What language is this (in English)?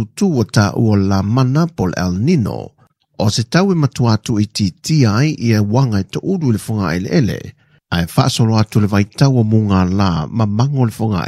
Samoan